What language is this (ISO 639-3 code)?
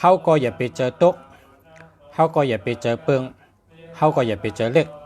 shn